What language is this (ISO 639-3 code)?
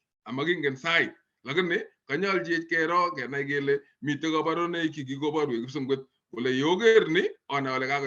kln